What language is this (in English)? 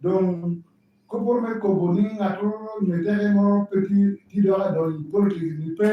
Lango (Uganda)